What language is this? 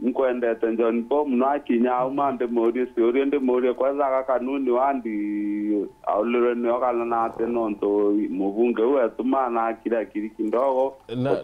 Meru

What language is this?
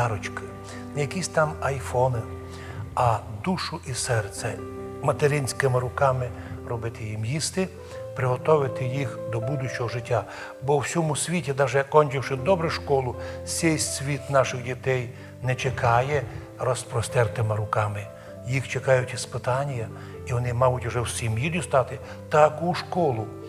Rusyn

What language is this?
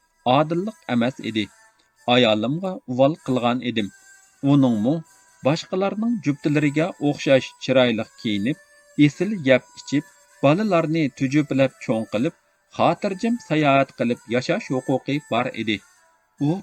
Uyghur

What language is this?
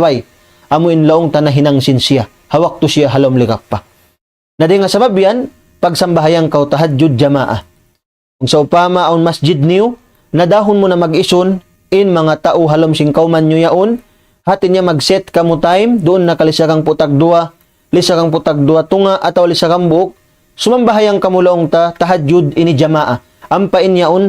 Tausug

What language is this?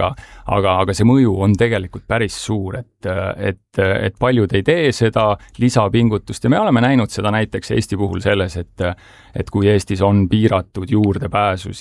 Estonian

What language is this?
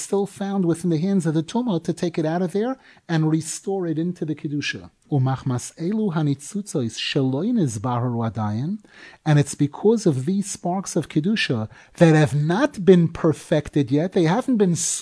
English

